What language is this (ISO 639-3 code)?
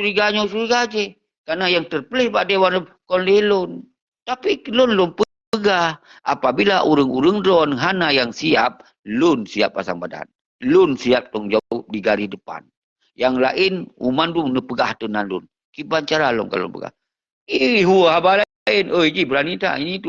ace